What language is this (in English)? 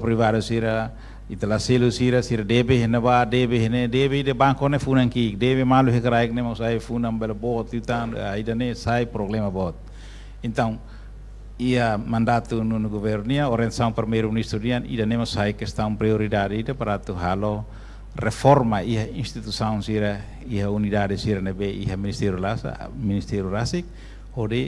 Tetum